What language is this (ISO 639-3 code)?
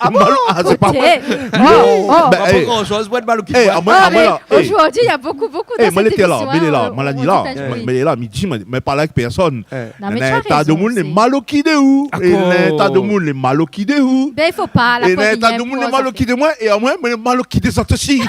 rcf